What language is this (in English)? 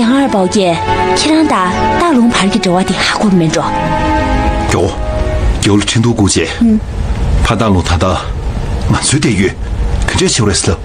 Tibetan